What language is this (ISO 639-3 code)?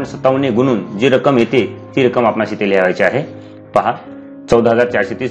mar